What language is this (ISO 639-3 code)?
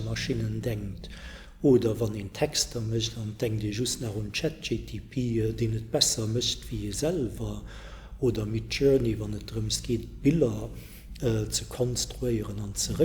ltz